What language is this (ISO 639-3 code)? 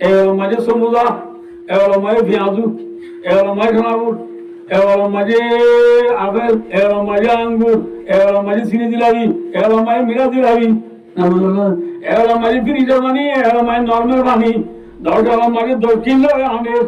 rhg